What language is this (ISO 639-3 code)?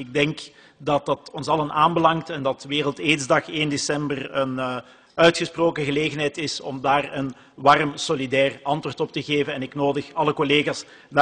nld